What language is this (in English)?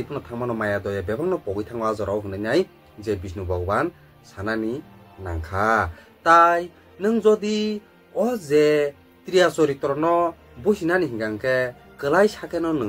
Kok Borok